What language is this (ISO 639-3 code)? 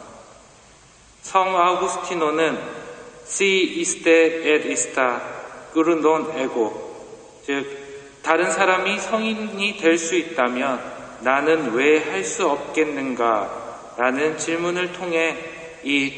kor